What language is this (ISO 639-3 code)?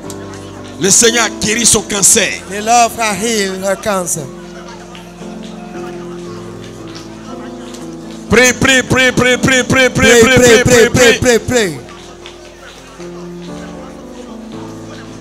fra